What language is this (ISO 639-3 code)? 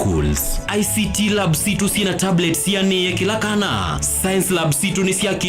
kam